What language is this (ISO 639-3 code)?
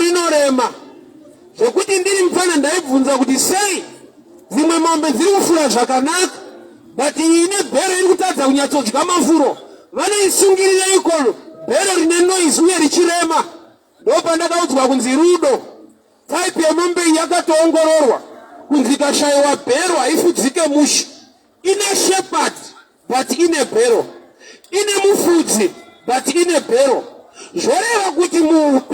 sna